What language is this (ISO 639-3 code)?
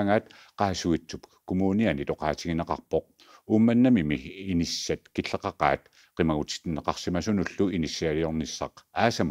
kal